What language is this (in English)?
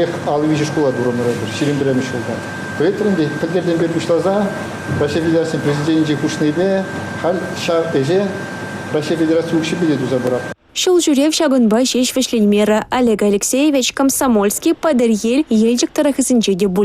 Chuvash